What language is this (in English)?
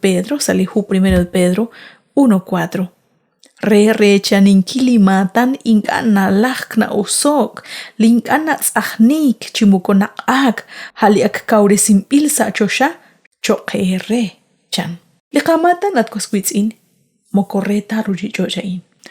Kekchí